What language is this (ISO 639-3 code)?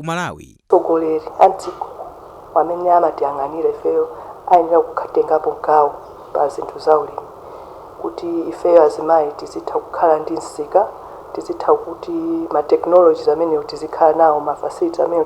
nya